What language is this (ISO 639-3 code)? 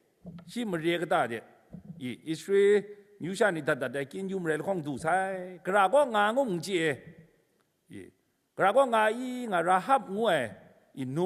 kac